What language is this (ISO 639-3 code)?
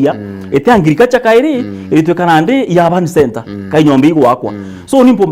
mer